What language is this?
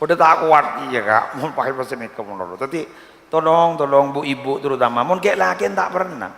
Madurese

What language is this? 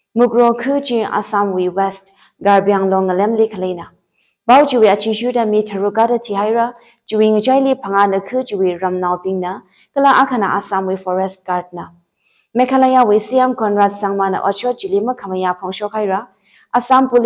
Tangkhul Naga (India)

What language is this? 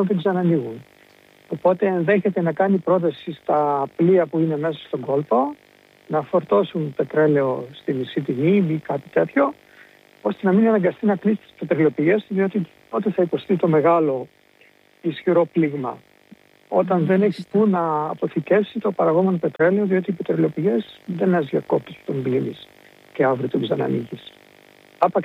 Greek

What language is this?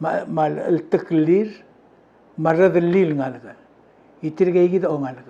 Palauan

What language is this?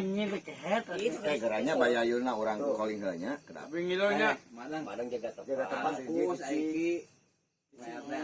Sundanese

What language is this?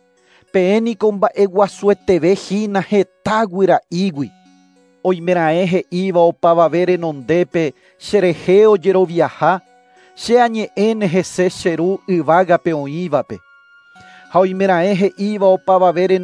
Guarani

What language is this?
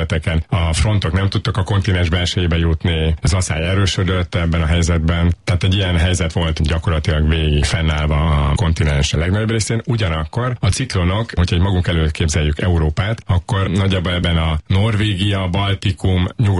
Hungarian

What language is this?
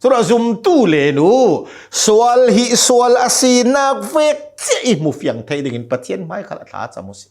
Hakha Chin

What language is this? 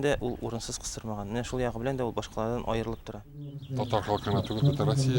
Tatar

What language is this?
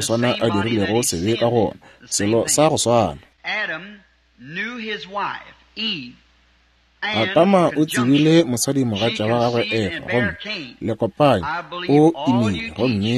Northern Sotho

